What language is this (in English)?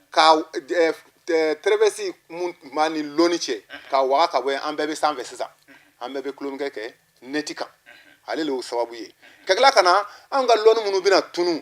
Bambara